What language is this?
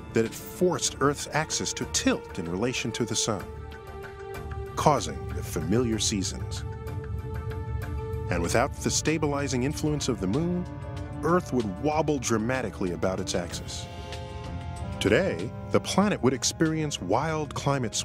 English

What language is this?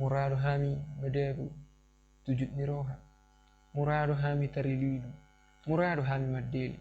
Batak Toba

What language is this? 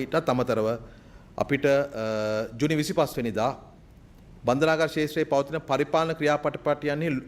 Sinhala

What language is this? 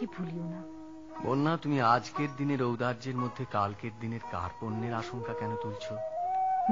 Bangla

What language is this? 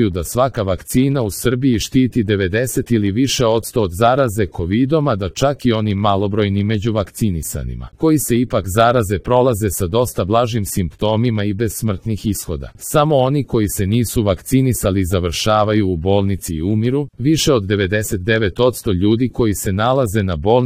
Serbian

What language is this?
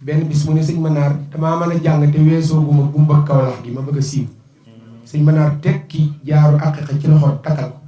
Wolof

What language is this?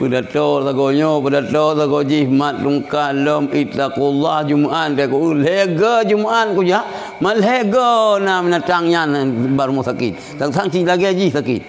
Achinese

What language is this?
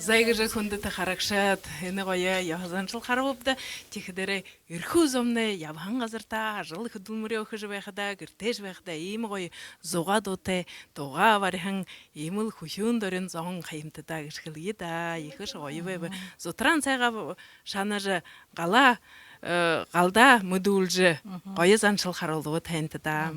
Buriat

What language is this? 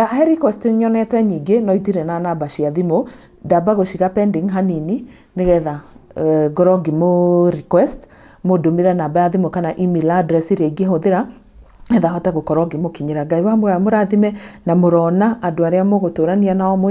Kikuyu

